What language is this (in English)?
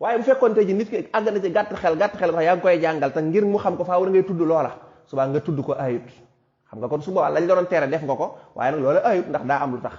Wolof